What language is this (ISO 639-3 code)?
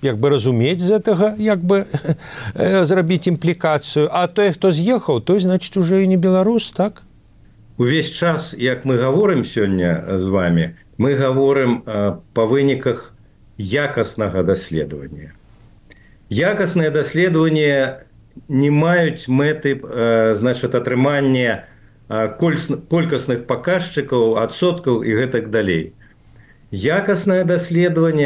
bel